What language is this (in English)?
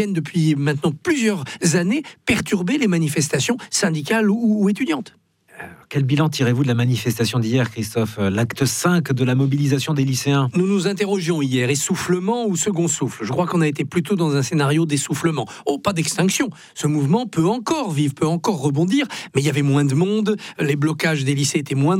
French